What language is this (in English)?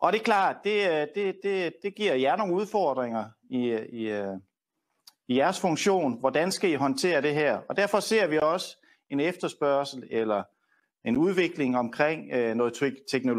Danish